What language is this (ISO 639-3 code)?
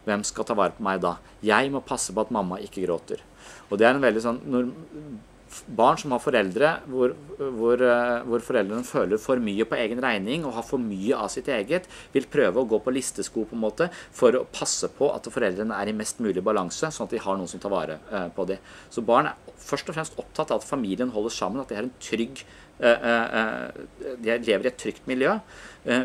nor